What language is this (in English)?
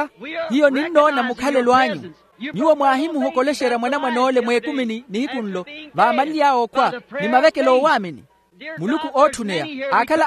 Makhuwa